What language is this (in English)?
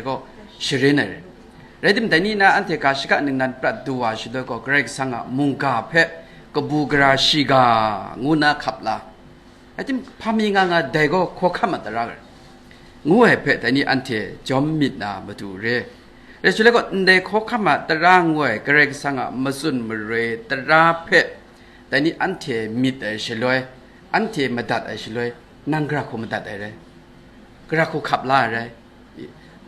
Kachin